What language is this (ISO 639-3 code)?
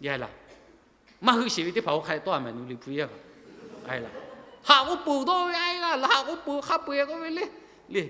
lhu